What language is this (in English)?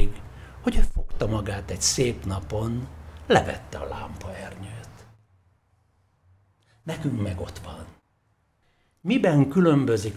Hungarian